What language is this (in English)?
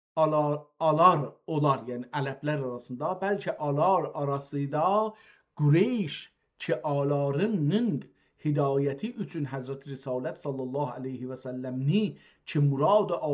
South Azerbaijani